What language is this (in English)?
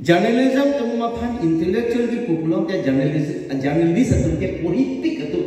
Karbi